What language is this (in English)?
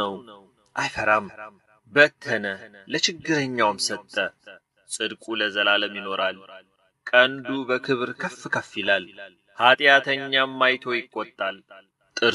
Amharic